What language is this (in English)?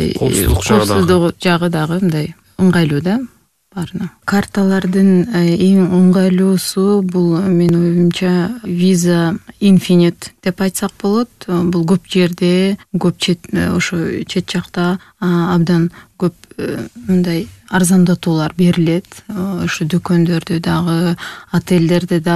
Kyrgyz